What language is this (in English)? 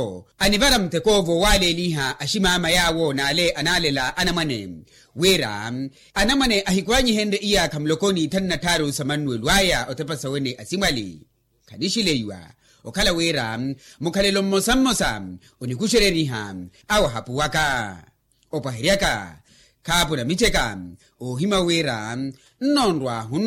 Makhuwa